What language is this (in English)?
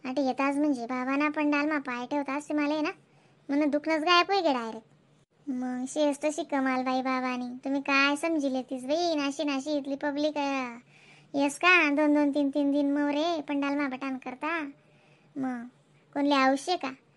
Khandesi